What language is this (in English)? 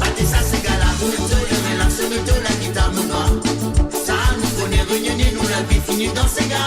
Morisyen